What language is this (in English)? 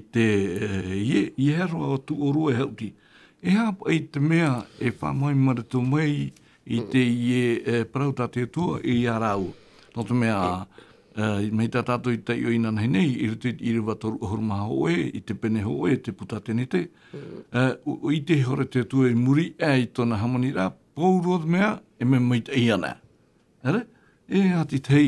Tahitian